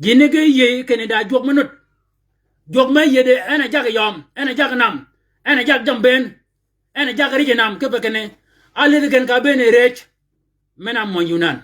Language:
Shilluk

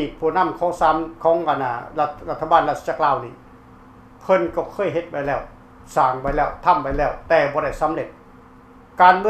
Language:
Lao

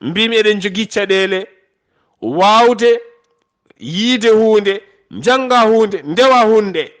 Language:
Fula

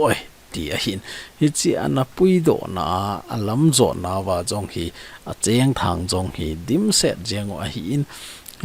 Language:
Thado Chin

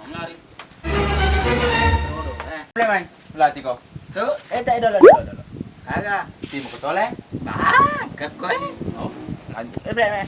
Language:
Buginese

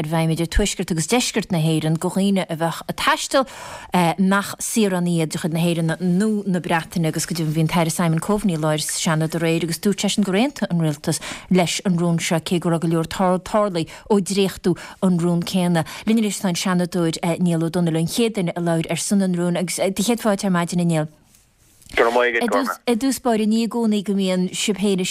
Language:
Irish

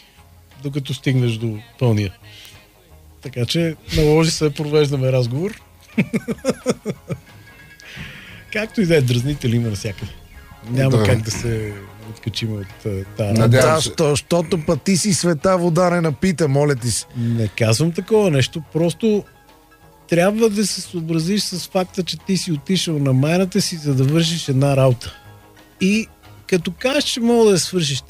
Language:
Bulgarian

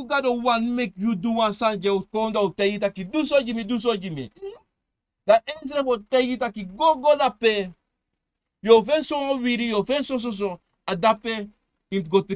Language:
Sranan Tongo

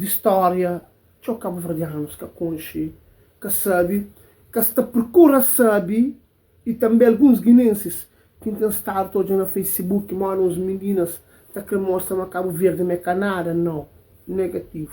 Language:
Kabuverdianu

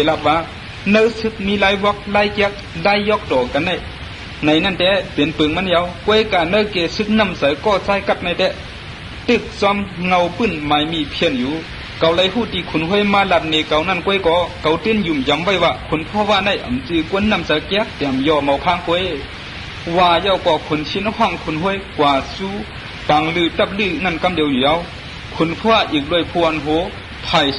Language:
Shan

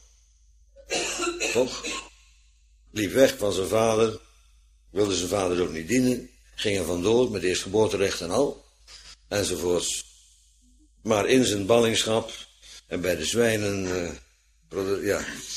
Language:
Dutch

